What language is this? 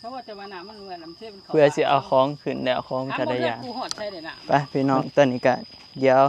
Northeastern Thai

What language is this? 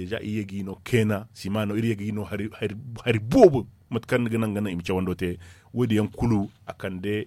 Zarma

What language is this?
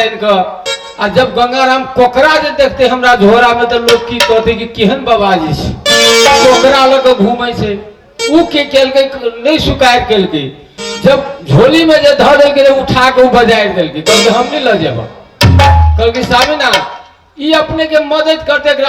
Maithili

